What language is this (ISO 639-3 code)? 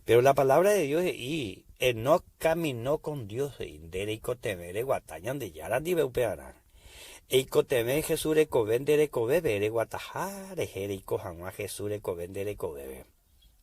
grn